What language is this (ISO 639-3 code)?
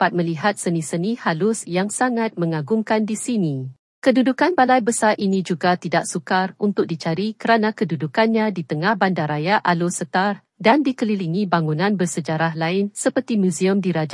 msa